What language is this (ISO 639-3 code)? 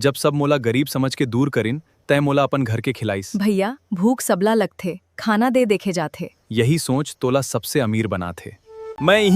hne